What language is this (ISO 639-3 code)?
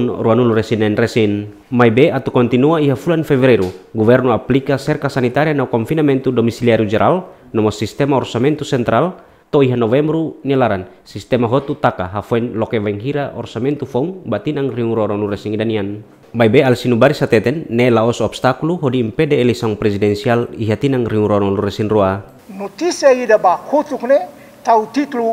tet